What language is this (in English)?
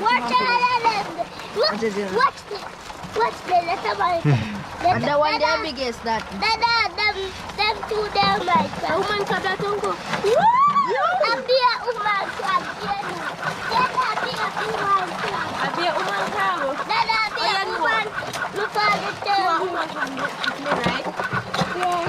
Jamaican Creole English